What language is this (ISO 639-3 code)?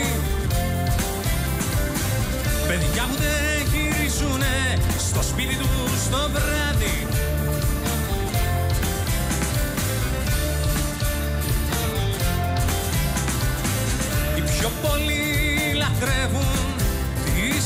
ell